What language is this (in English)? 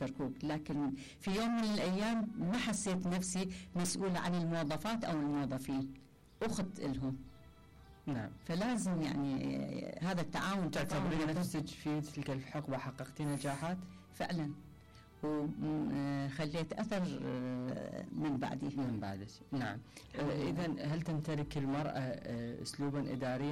Mesopotamian Arabic